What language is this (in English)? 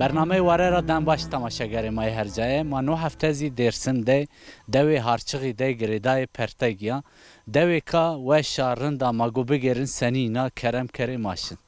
Zaza